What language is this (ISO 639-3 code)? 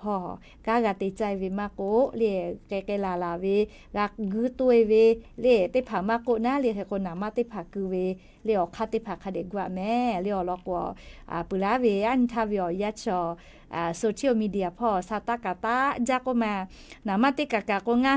lhu